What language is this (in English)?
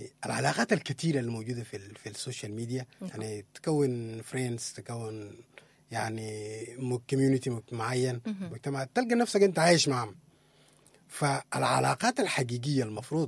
Sudanese Arabic